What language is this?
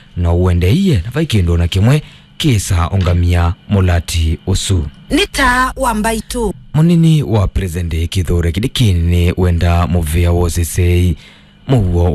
Kamba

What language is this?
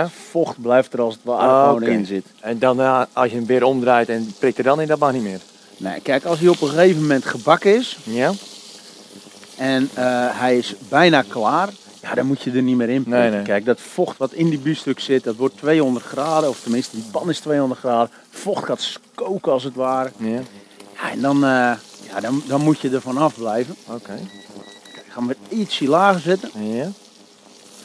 Dutch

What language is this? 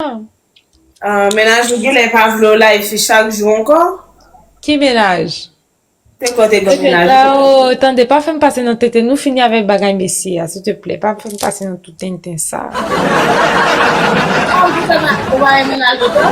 Haitian Creole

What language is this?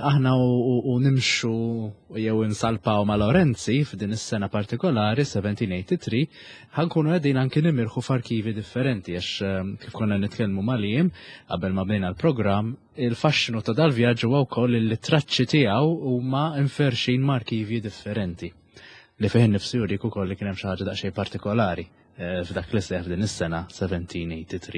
Maltese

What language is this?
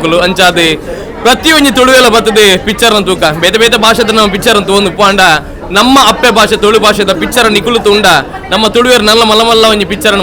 Tulu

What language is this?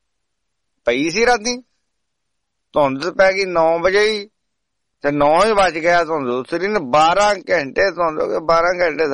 Punjabi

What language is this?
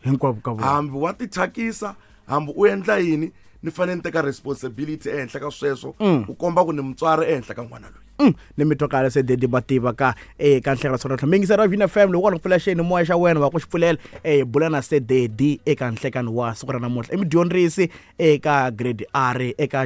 Tsonga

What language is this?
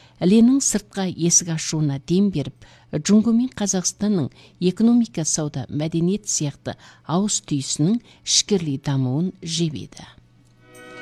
Kazakh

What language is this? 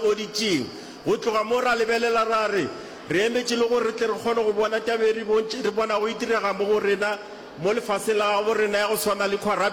Northern Sotho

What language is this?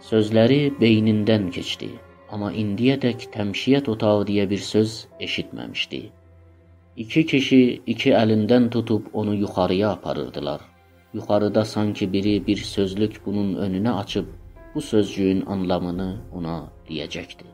South Azerbaijani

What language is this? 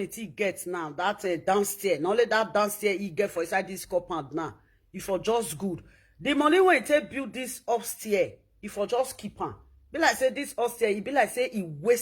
Nigerian Pidgin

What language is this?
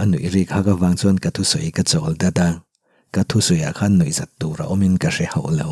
Mizo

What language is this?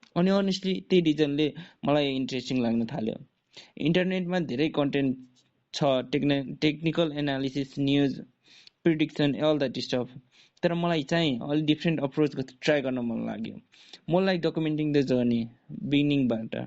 Nepali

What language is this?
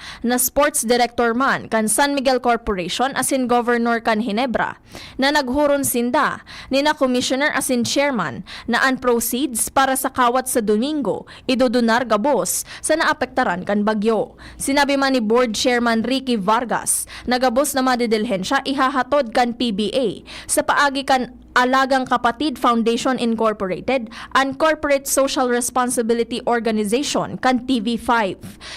Bikol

